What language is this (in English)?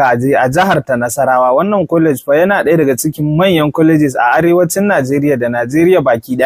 Hausa